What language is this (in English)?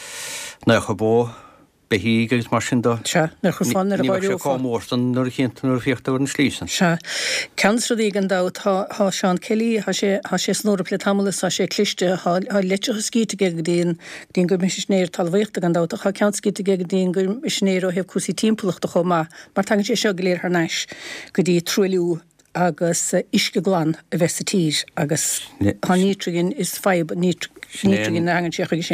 Irish